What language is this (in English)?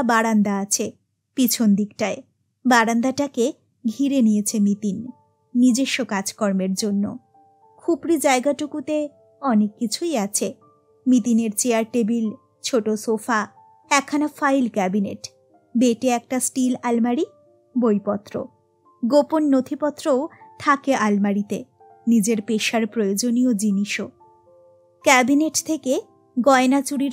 Bangla